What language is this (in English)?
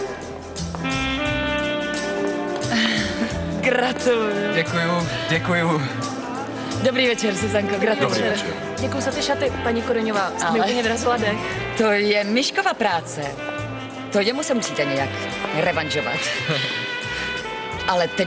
Czech